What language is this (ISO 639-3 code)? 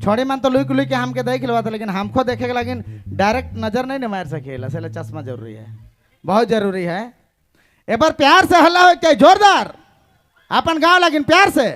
sck